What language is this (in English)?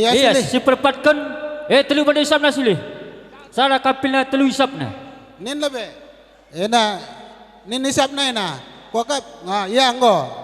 Batak Karo